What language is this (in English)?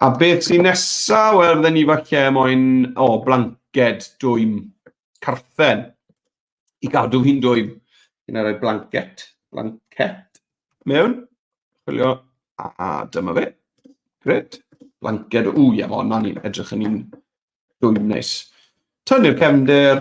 Welsh